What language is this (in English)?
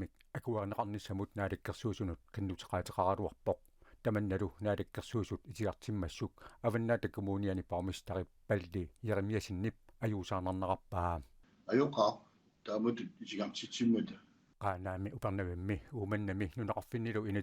Kalaallisut